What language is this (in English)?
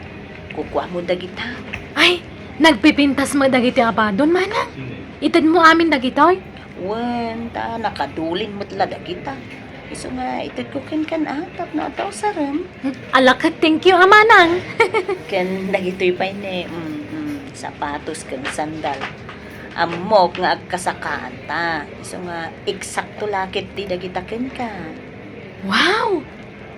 Iloko